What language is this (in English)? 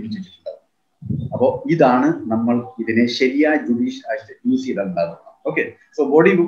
Malayalam